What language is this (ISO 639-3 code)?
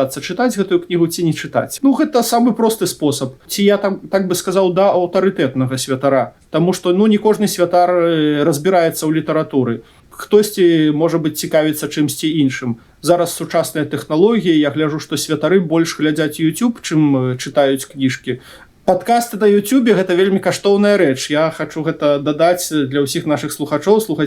bel